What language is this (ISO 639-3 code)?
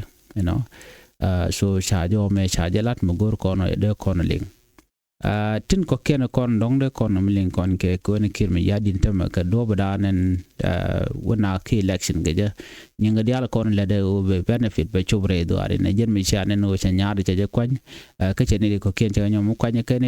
nus